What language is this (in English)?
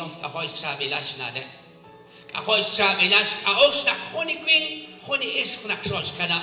Kekchí